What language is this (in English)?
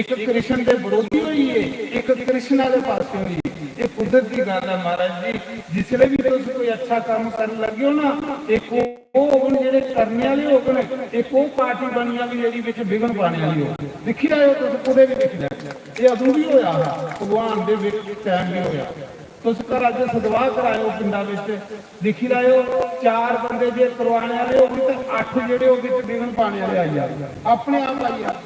Dogri